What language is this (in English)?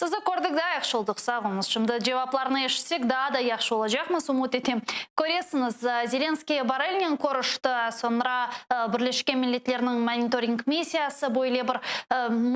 Crimean Tatar